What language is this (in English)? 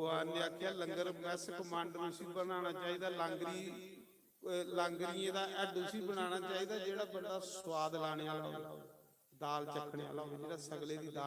Dogri